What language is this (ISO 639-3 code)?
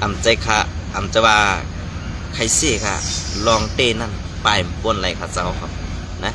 shn